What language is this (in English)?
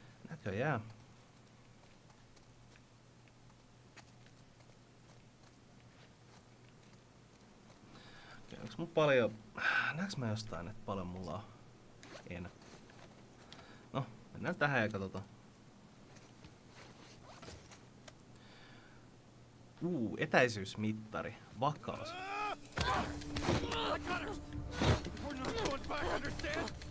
Finnish